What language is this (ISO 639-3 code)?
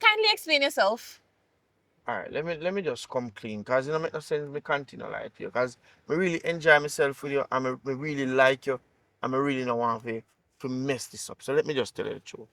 jam